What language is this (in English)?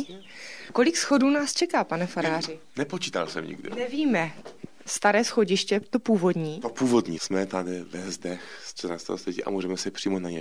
Czech